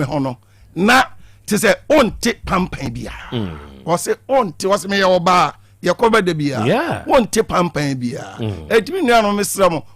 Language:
Akan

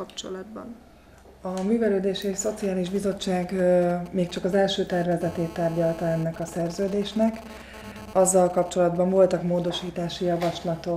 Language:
Hungarian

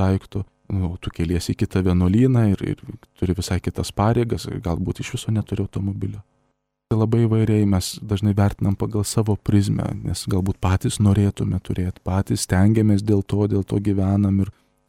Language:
Lithuanian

